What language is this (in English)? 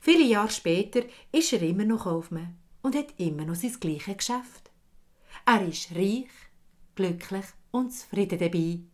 Swiss German